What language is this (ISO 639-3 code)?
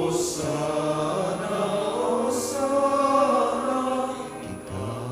pam